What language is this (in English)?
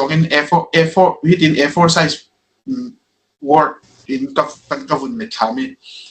Falam Chin